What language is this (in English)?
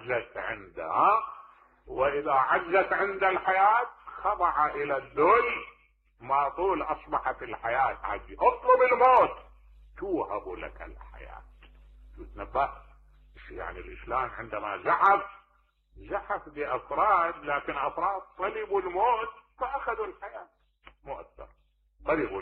Mesopotamian Arabic